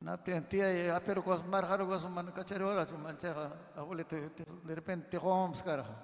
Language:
Ayacucho Quechua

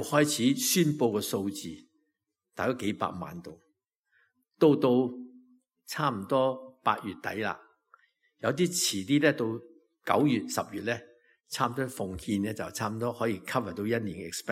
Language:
Cantonese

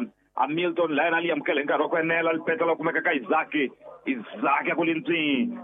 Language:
Tsonga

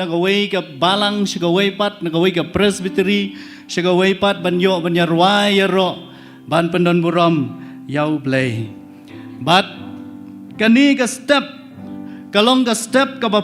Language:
Khasi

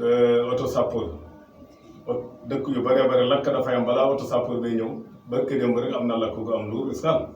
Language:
Wolof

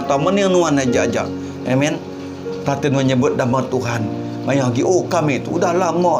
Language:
Iban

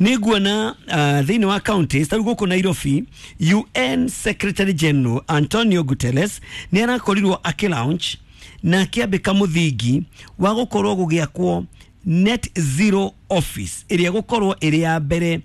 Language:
Kikuyu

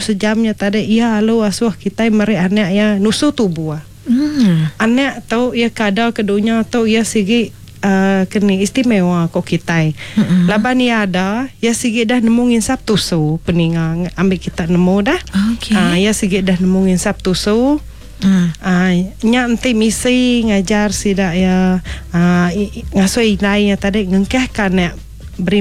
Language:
Iban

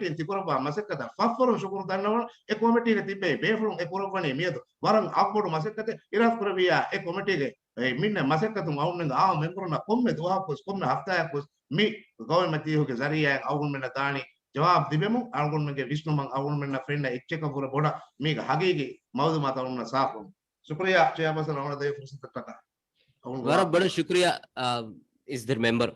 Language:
Divehi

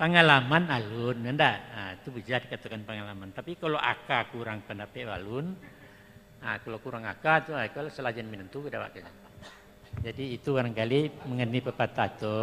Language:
Minangkabau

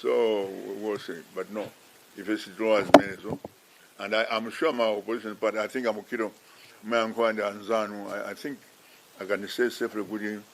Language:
Nyanja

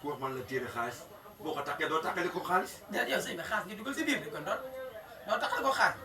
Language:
Wolof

